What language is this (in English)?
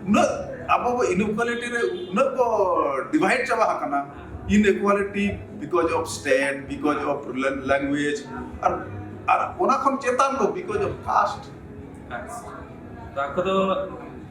Santali